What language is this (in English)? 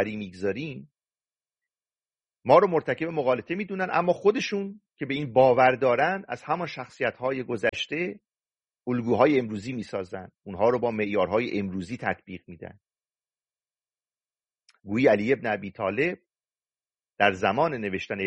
Persian